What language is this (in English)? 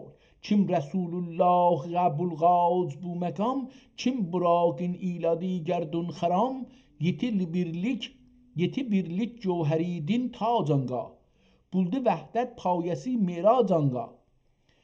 South Azerbaijani